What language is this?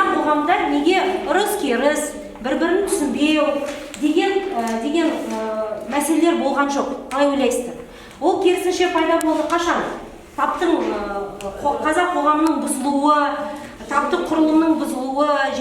Kazakh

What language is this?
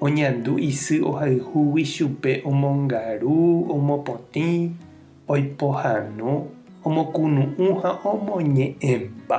Guarani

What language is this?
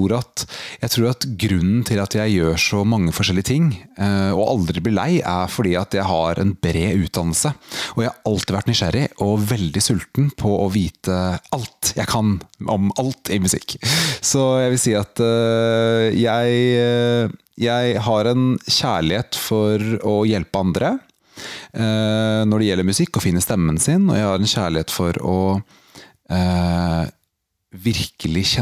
Norwegian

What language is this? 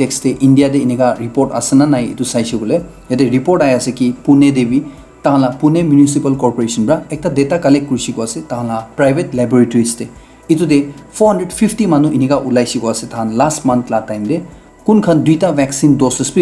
Naga Pidgin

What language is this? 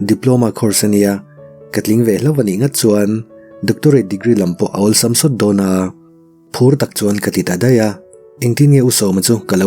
Mizo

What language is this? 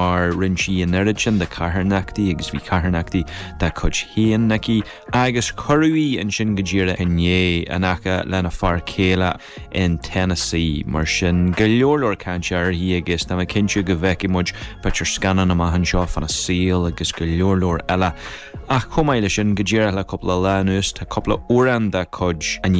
Irish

